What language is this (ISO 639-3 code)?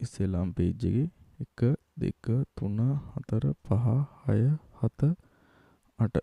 sin